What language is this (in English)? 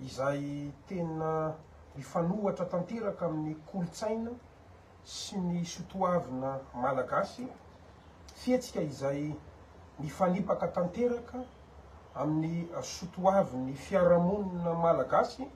Malagasy